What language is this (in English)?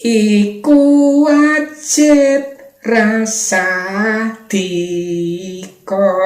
Javanese